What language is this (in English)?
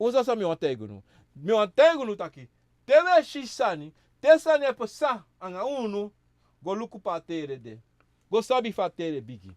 Sranan Tongo